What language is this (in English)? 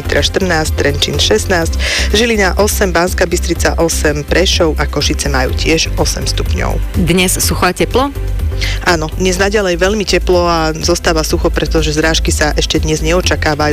Slovak